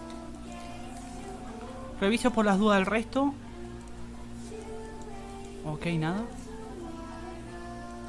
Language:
Spanish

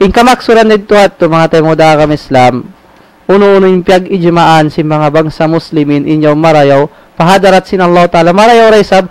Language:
Tausug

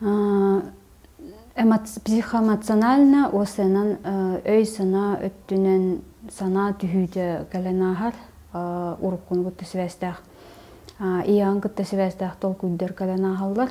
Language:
Yakut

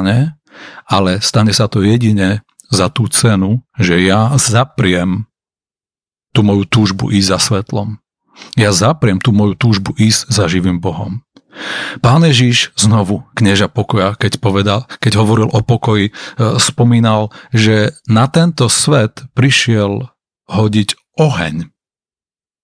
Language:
Slovak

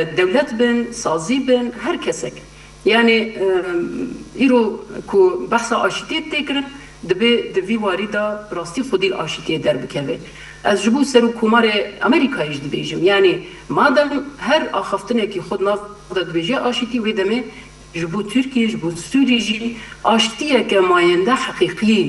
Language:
Kurdish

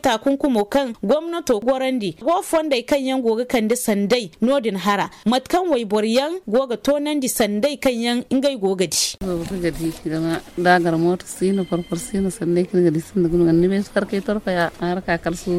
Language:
Zarma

